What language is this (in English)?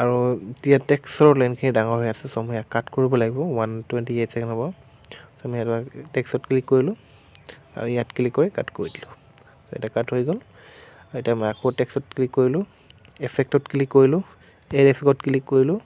Assamese